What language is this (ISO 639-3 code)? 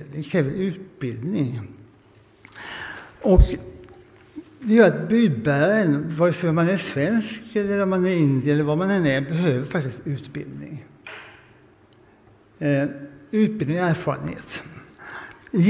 swe